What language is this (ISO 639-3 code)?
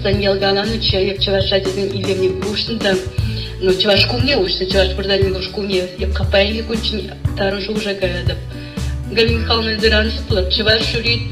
chv